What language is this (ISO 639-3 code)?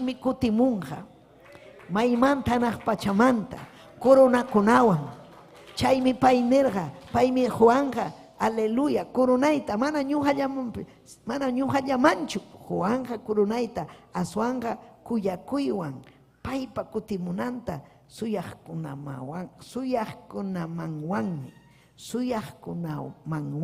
quy